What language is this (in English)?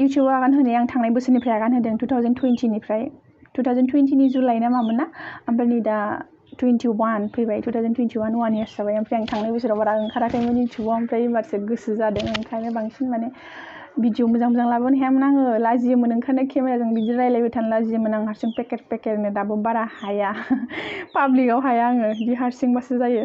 Bodo